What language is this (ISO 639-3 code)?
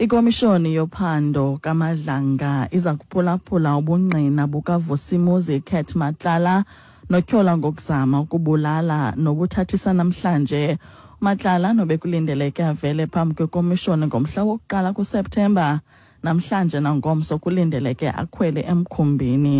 xho